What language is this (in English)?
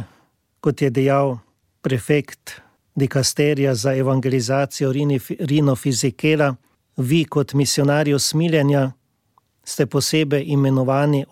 Slovenian